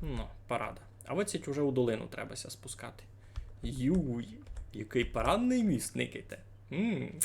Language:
Rusyn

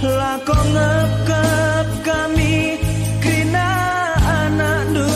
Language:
Batak Karo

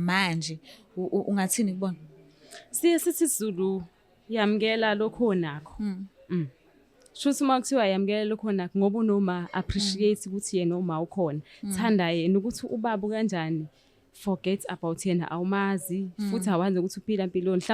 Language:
Zulu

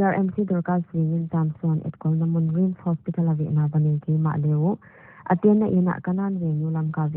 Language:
Paite Chin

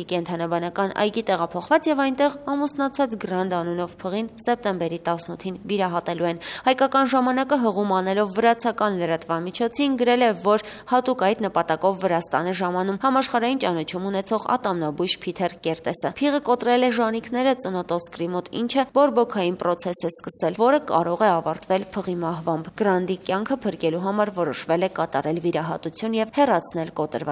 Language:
Armenian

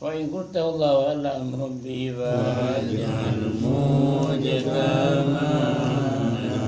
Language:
Madurese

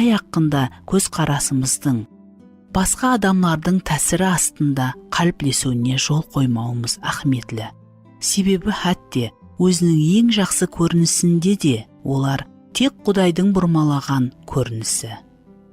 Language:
Kara-Kalpak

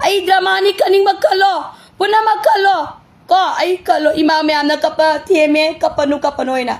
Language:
Manipuri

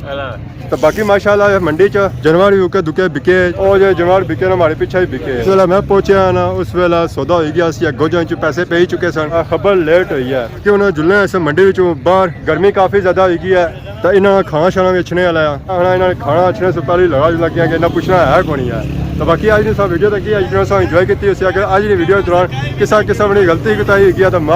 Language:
Pahari-Potwari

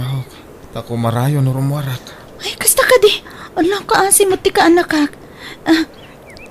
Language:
Iloko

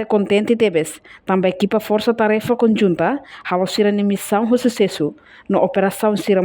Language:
Tetum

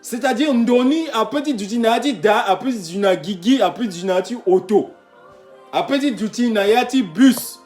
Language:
Sango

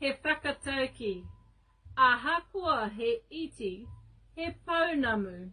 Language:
Māori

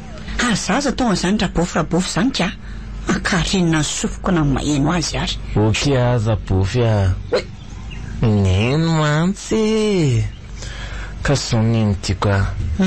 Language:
Malagasy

